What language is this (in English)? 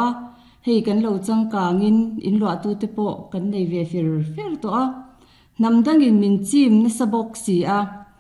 Mizo